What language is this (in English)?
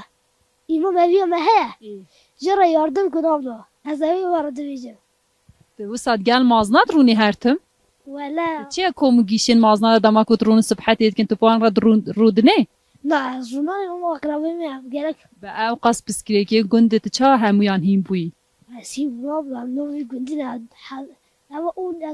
Kurdish